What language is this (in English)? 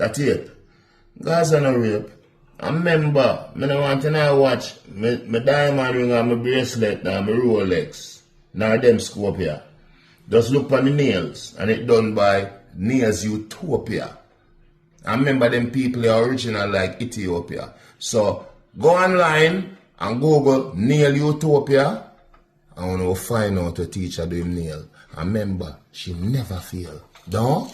Jamaican Creole English